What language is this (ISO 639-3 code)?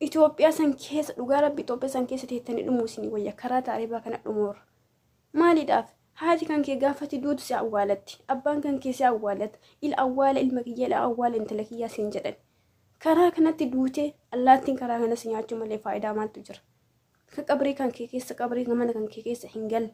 orm